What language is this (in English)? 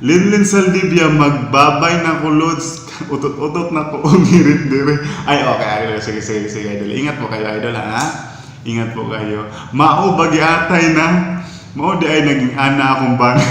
Cebuano